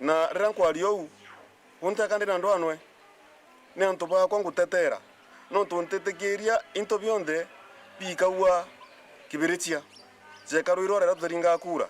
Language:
Meru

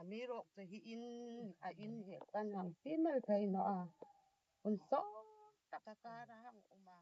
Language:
Hmar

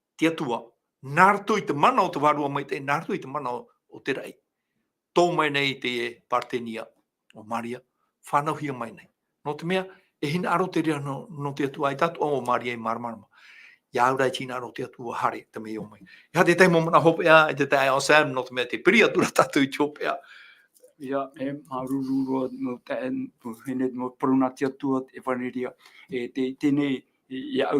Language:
Tahitian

